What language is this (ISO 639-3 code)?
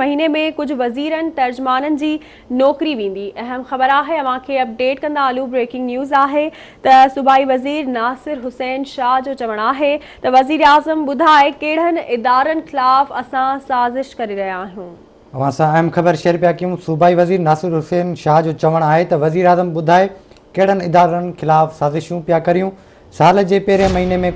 snd